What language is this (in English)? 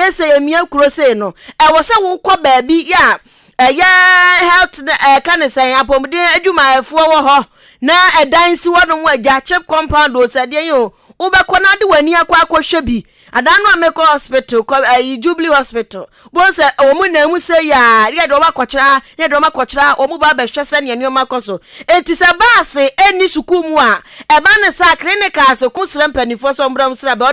Akan